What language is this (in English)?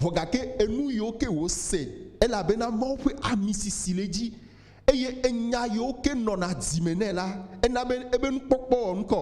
Ewe